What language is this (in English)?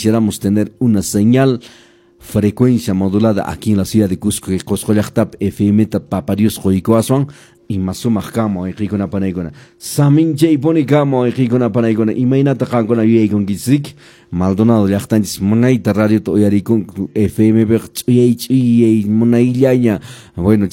Quechua